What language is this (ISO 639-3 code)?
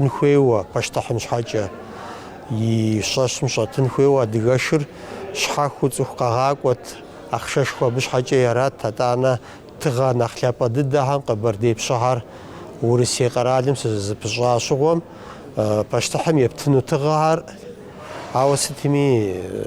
kbd